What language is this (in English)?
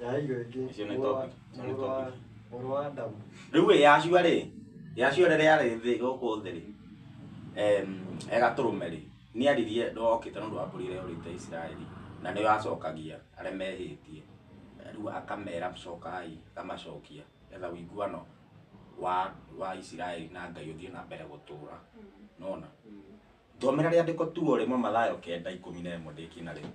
Kikuyu